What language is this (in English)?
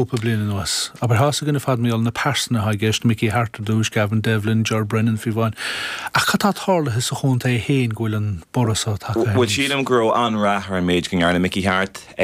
Irish